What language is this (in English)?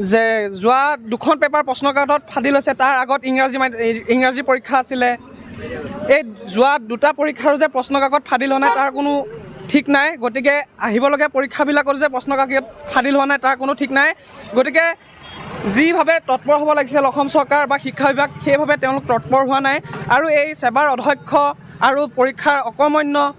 Assamese